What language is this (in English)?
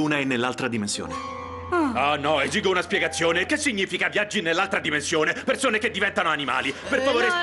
Italian